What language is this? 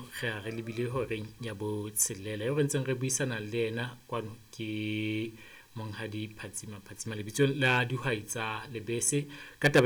Southern Sotho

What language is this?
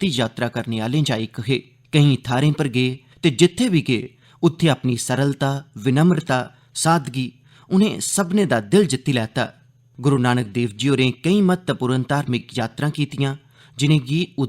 Dogri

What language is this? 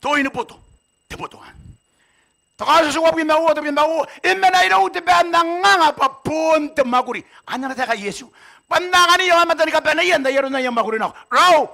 Gilbertese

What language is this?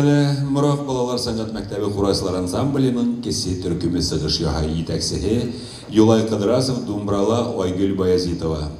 Bashkir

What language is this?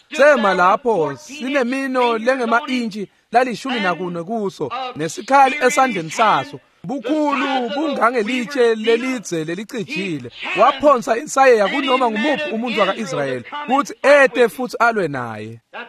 Swati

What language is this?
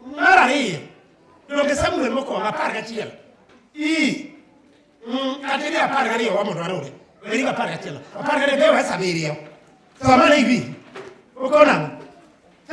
Luo (Kenya and Tanzania)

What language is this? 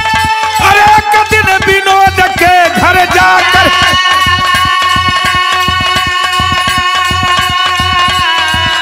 Bhojpuri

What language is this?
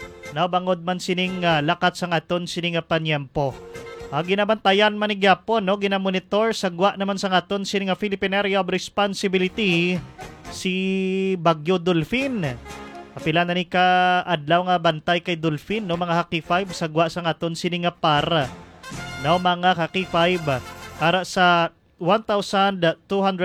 Hiligaynon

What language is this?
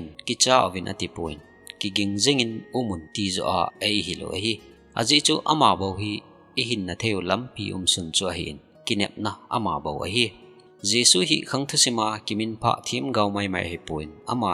Thado Chin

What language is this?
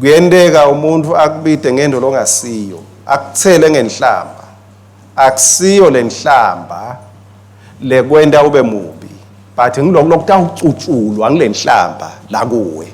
Swati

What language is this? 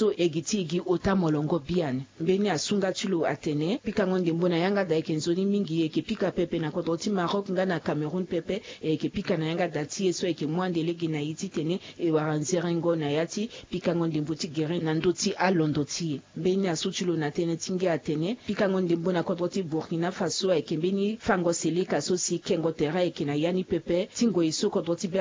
Sango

